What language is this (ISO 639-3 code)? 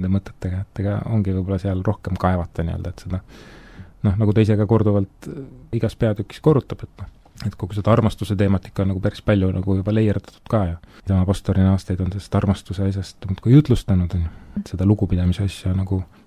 est